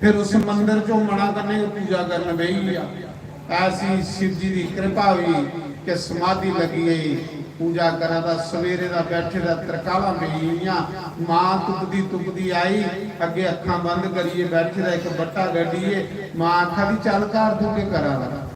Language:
Dogri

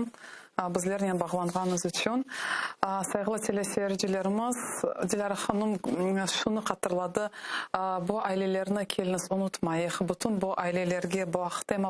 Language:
Crimean Tatar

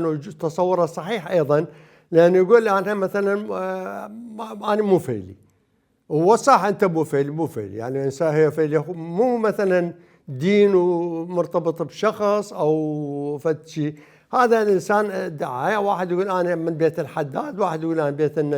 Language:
Mesopotamian Arabic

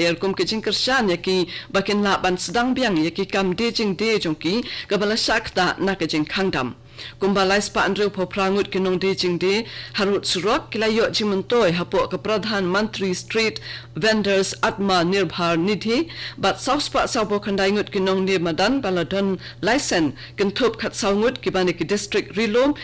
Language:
Khasi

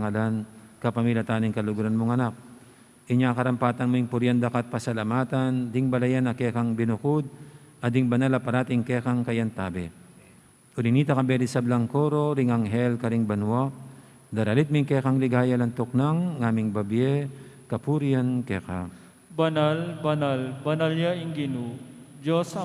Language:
Pampanga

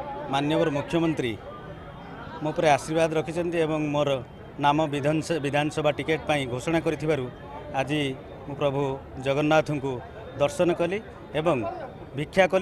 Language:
Odia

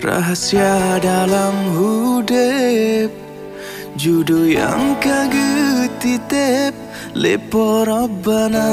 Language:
Achinese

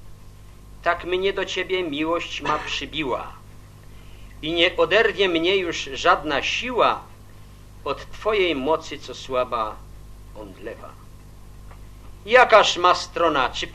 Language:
Polish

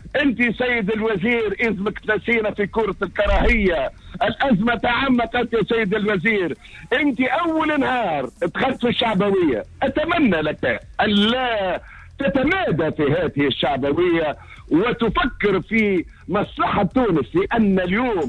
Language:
Tunisian Arabic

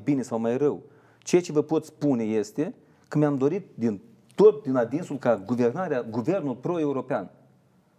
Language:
Romanian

